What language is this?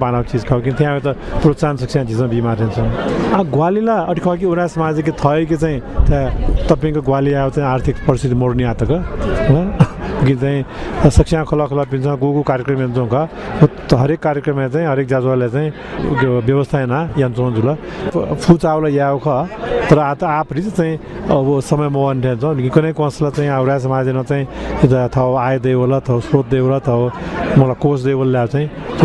Newari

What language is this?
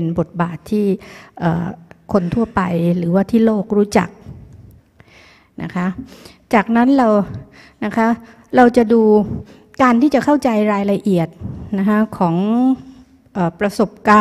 Thai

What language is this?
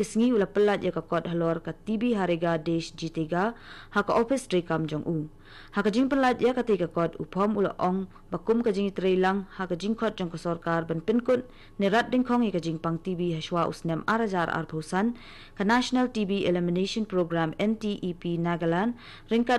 Khasi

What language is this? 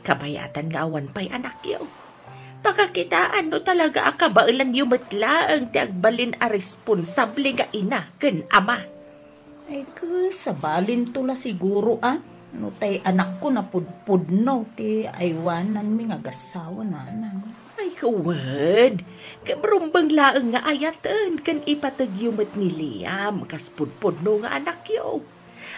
Iloko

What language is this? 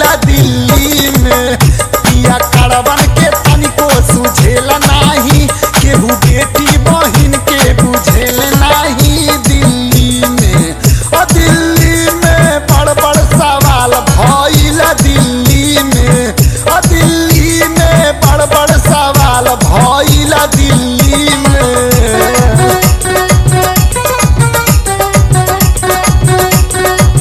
Bhojpuri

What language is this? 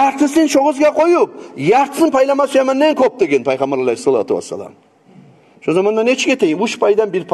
Kumyk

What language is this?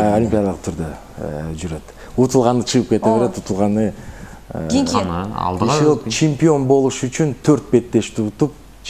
Kyrgyz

